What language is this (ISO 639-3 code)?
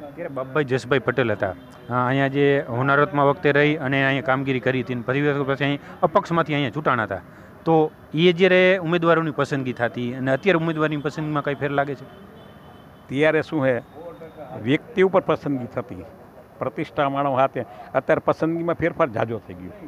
guj